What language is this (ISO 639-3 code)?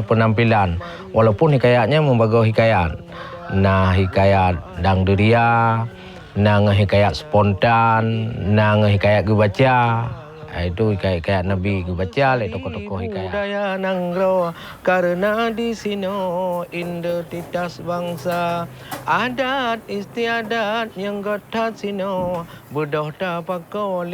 ace